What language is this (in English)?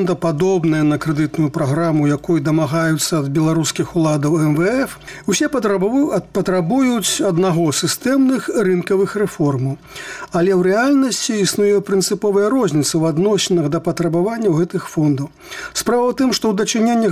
Belarusian